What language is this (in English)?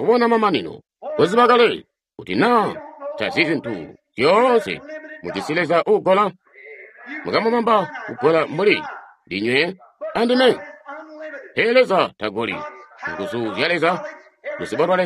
Tonga (Zambia)